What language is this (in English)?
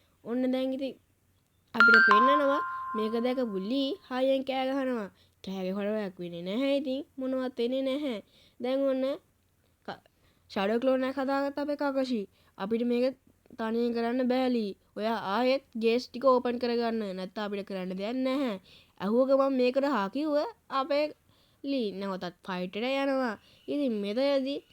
Sinhala